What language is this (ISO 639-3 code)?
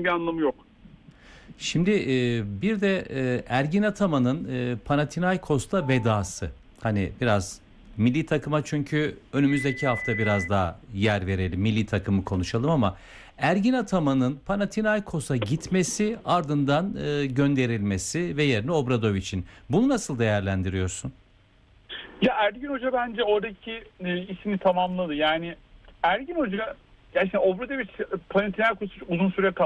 tur